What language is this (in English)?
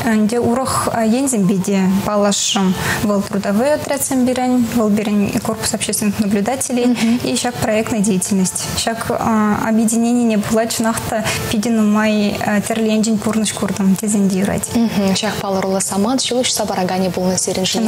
Chuvash